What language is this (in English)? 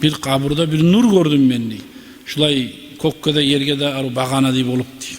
Kumyk